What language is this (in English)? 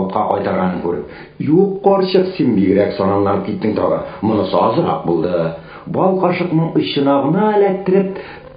Tatar